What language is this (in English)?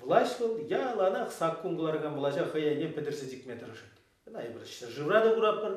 Chuvash